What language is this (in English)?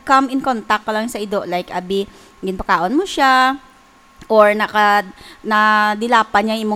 Hiligaynon